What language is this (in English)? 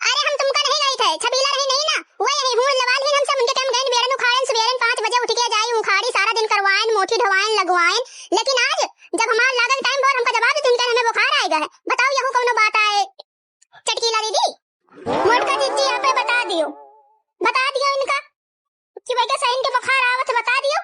Awadhi